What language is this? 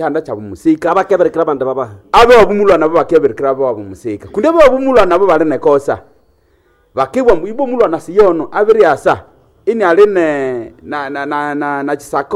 Nande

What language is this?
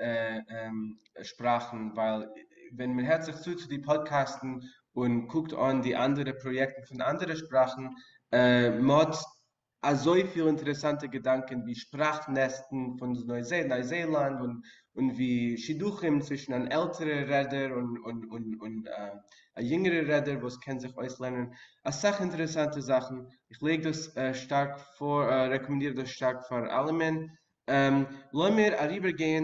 Yiddish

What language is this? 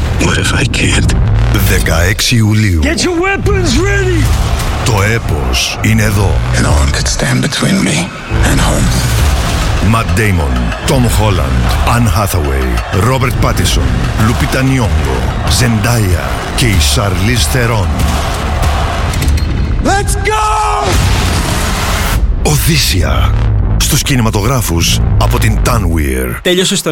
Greek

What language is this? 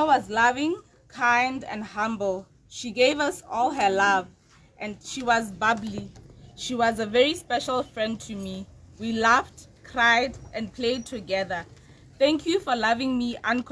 Tswana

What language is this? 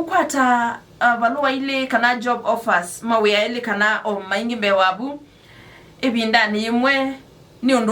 Kamba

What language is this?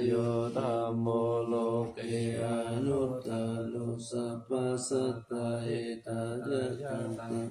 Pali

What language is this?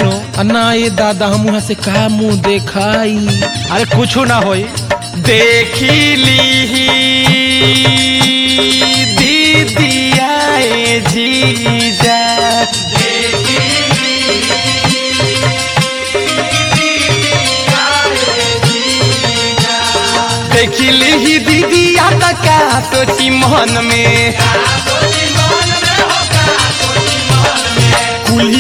Bhojpuri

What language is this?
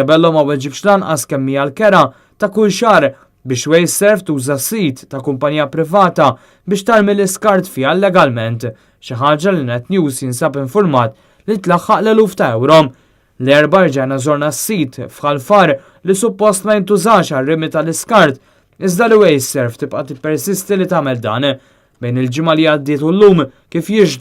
Maltese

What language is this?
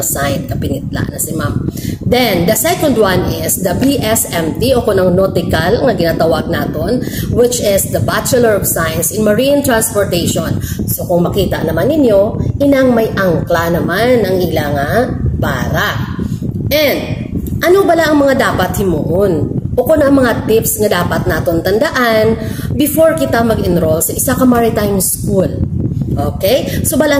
Hiligaynon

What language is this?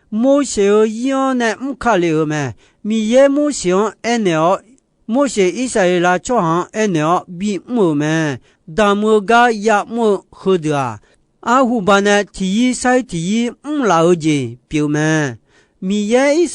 Akha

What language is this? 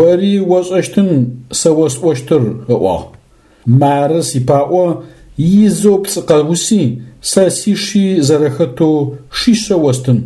Adyghe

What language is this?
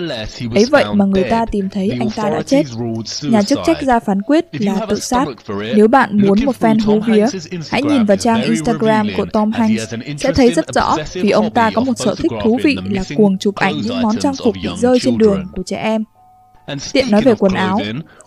Vietnamese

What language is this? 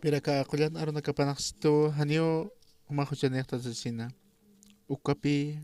Aymara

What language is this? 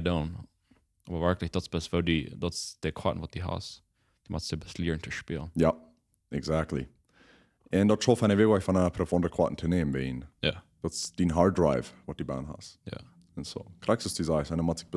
Plautdietsch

